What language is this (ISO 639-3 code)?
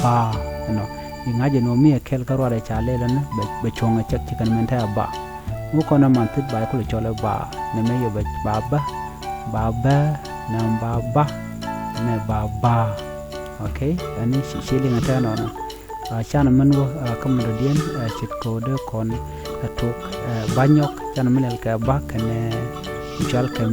nus